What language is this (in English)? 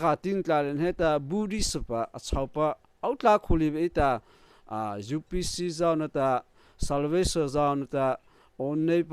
Mara Chin